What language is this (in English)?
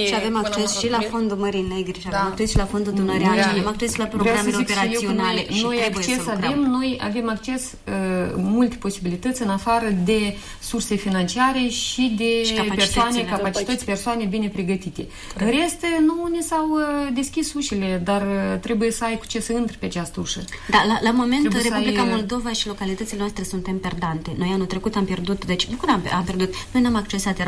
Romanian